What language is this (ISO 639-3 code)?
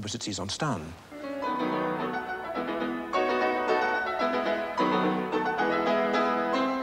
nld